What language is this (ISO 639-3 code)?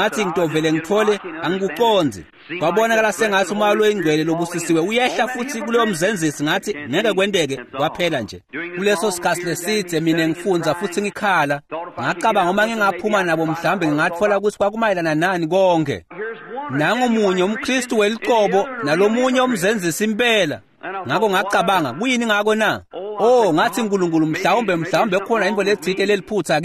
ssw